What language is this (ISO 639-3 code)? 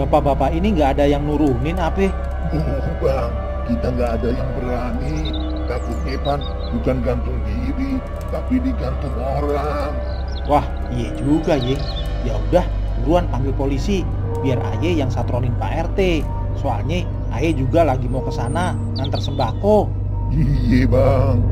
bew